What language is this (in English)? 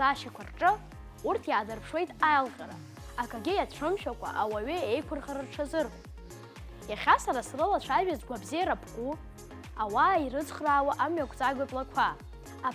Abkhazian